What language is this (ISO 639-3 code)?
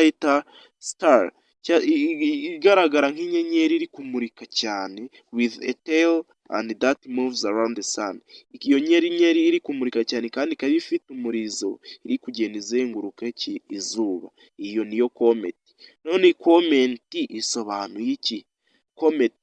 kin